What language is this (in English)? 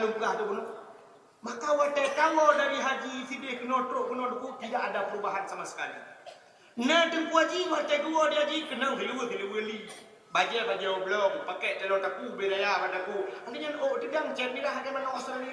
Achinese